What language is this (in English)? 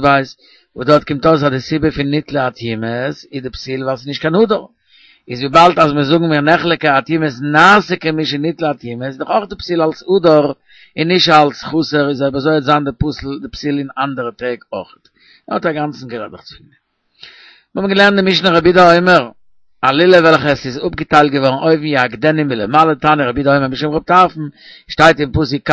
Yiddish